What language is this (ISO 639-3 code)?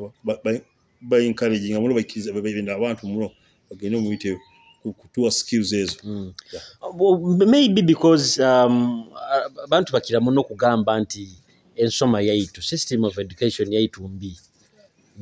nyo